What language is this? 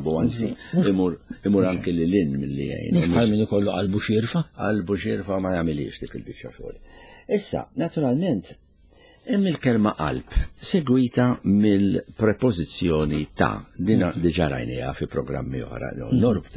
Maltese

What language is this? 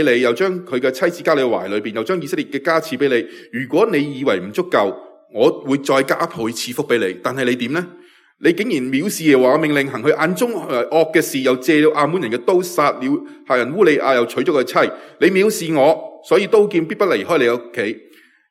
Cantonese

